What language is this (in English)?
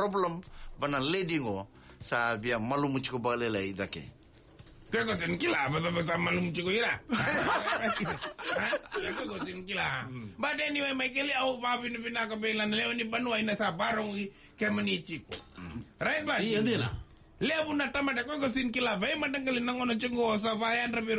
Fijian